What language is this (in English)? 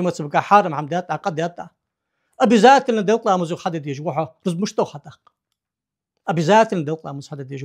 Ingush